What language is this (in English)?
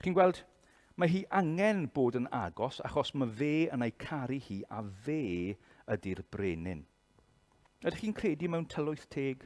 Welsh